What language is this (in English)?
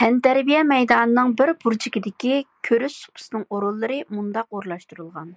Uyghur